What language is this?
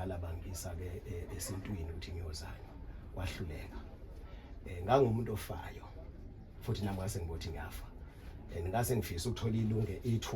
Zulu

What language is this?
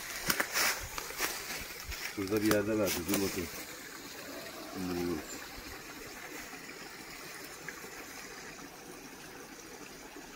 Turkish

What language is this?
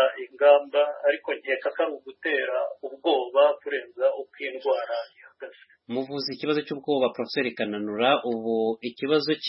Kinyarwanda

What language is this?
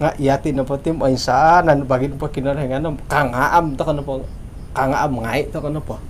Central Dusun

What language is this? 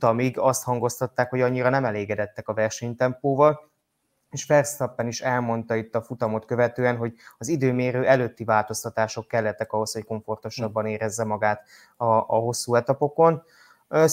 Hungarian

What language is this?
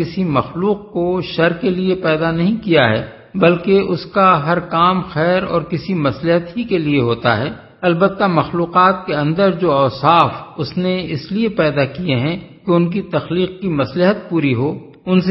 Urdu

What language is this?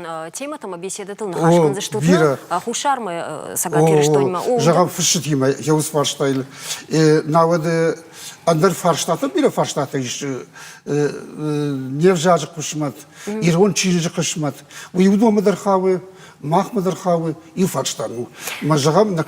Ossetic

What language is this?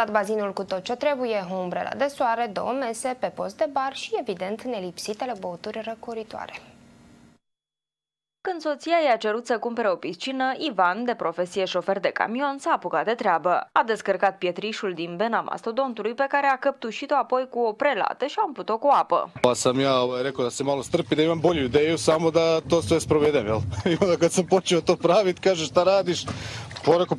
Romanian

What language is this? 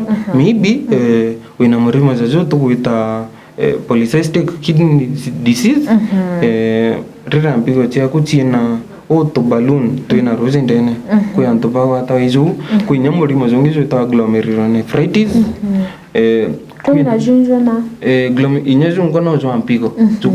Meru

